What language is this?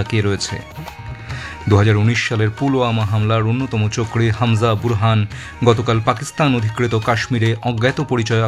Bangla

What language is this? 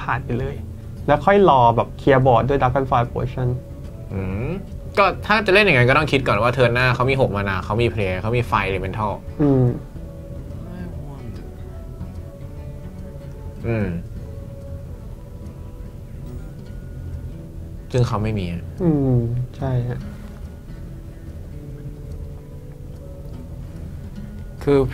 Thai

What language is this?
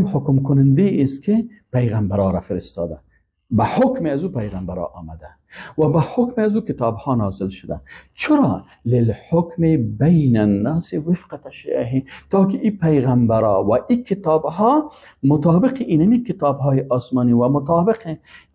Persian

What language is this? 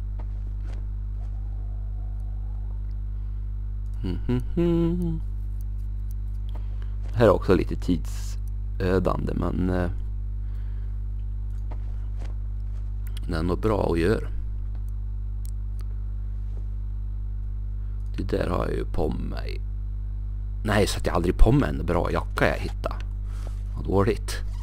Swedish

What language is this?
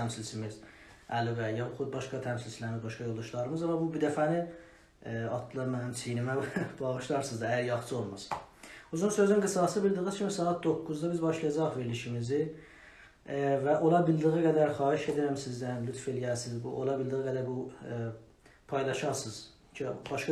South Azerbaijani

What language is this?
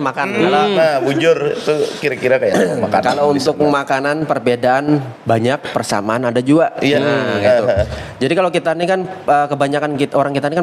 Banjar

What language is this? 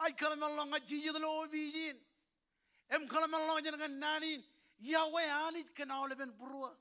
Marshallese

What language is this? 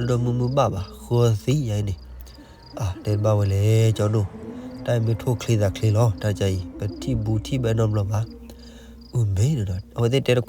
S'gaw Karen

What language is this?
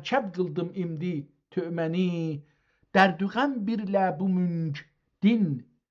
South Azerbaijani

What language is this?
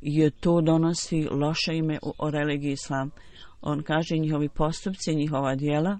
Bosnian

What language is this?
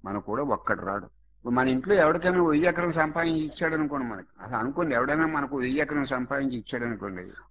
Telugu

